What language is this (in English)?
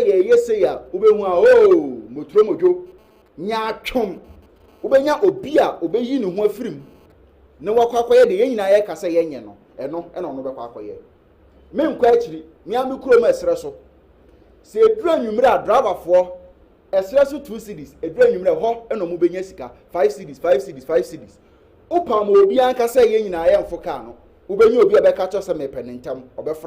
Akan